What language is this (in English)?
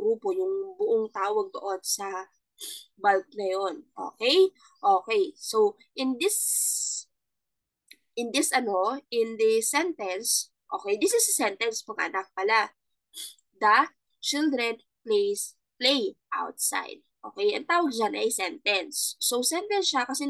Filipino